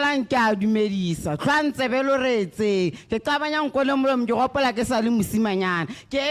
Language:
Tswana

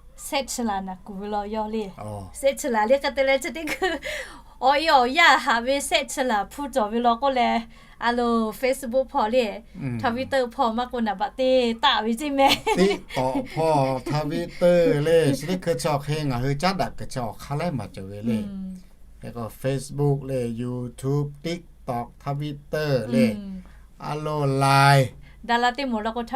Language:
Lahu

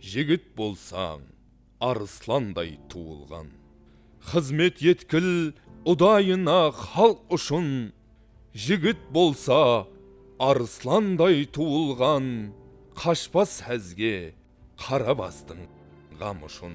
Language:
Kara-Kalpak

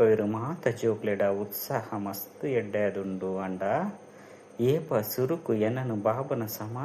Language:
Tulu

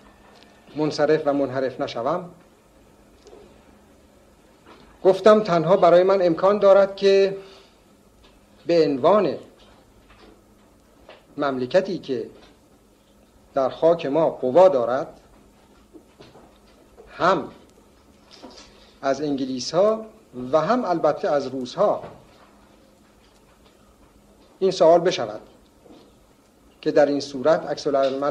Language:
Persian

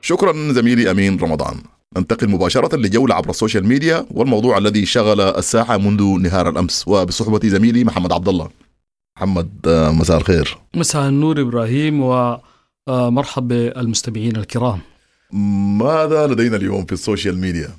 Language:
Sudanese Arabic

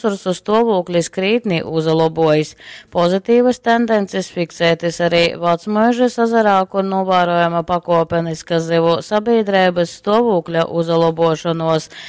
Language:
Latgalian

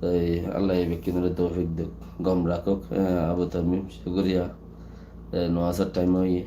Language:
Rohingya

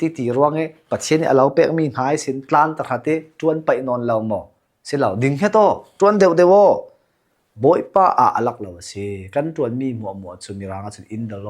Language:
Falam Chin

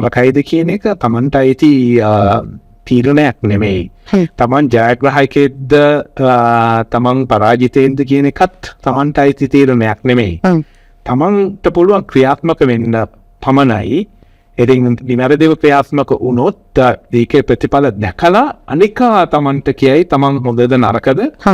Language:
Sinhala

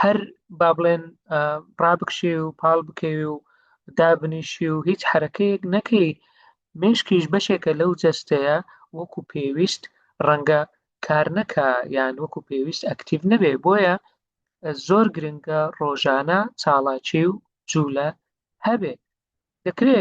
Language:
Central Kurdish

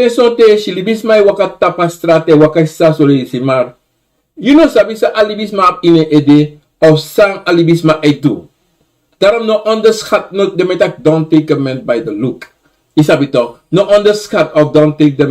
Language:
Sranan Tongo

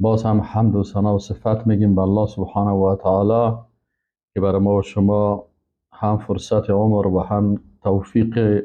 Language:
Persian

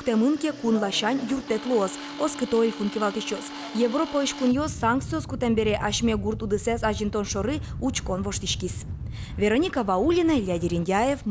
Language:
Udmurt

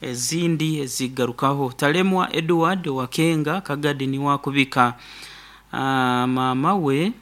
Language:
Nyoro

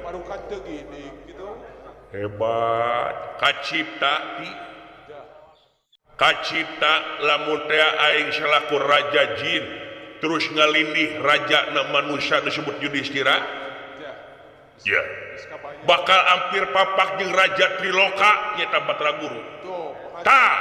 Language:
Sundanese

